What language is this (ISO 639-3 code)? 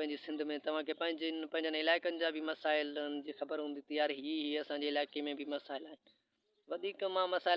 snd